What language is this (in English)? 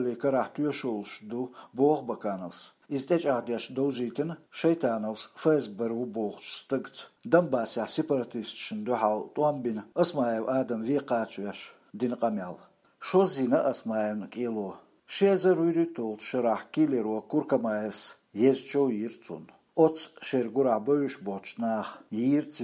Chechen